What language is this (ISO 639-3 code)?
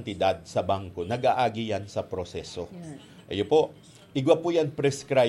bik